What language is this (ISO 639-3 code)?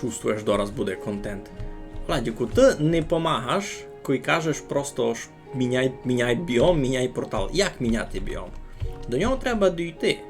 rue